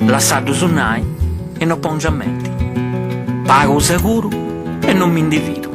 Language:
Sardinian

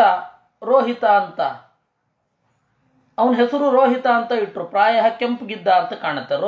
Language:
Kannada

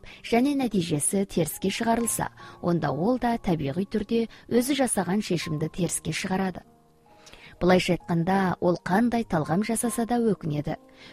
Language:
Kazakh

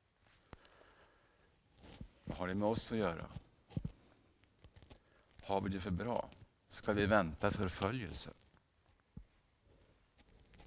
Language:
Swedish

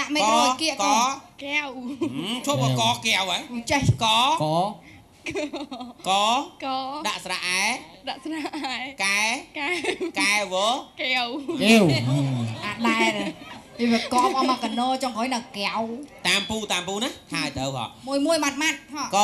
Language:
Khmer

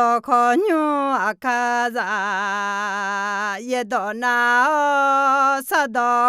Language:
Akha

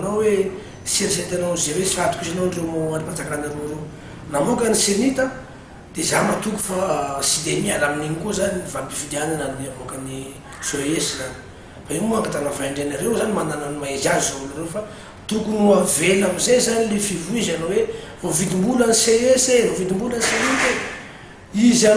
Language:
Malagasy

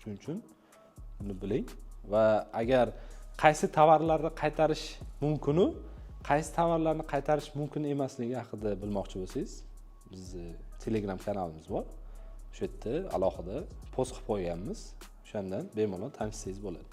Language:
Uzbek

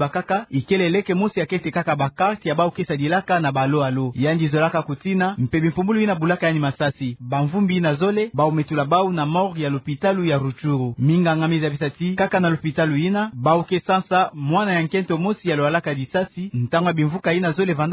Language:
Kituba (Democratic Republic of Congo)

